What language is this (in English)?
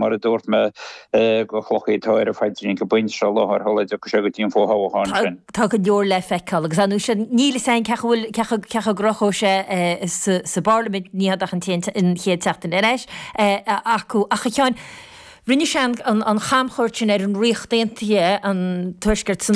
Irish